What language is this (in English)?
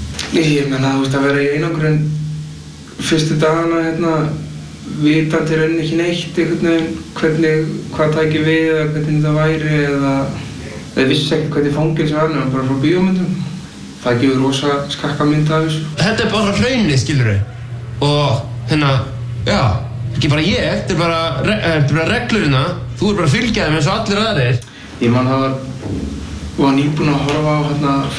Icelandic